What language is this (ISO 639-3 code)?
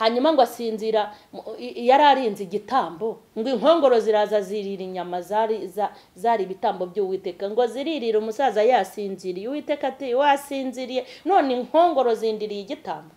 kin